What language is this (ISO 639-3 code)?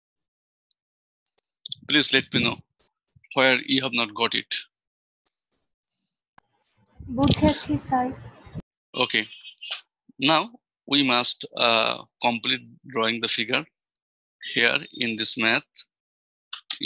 eng